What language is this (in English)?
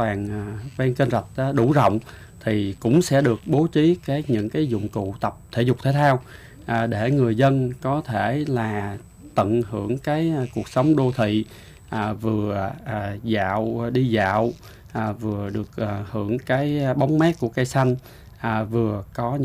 Vietnamese